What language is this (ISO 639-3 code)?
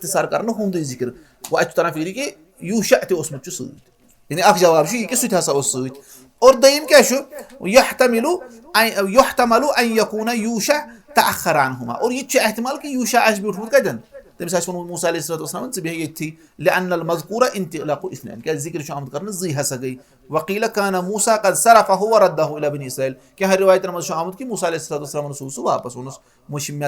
kas